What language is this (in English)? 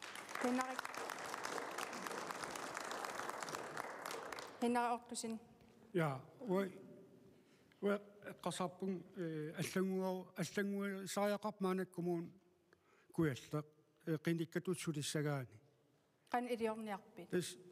Kalaallisut